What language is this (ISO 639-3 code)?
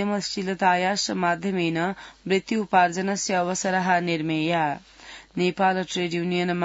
san